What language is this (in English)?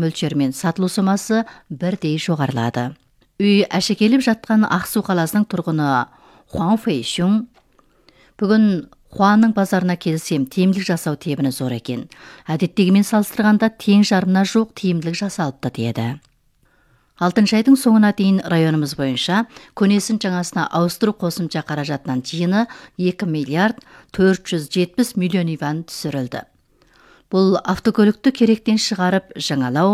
Kazakh